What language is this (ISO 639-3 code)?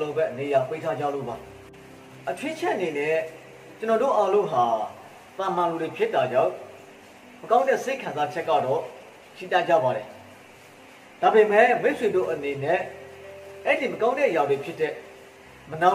mya